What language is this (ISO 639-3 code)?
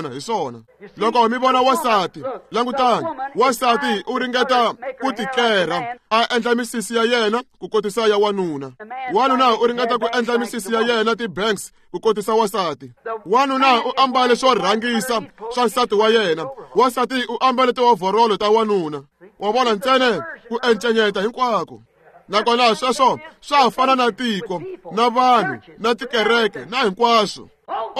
tso